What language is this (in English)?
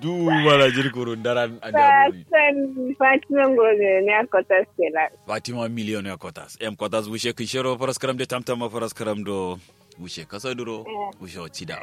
Kanuri